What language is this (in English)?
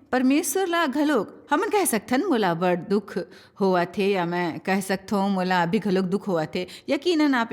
Chhattisgarhi